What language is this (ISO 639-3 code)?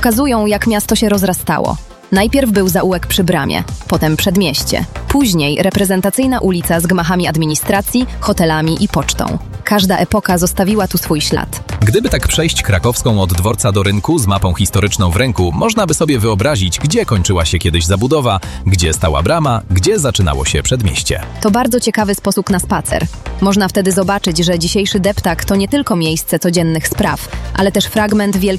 pol